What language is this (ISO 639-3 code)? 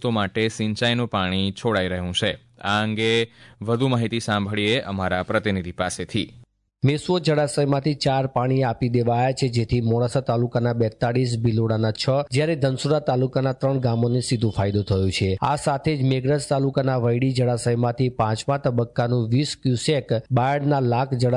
guj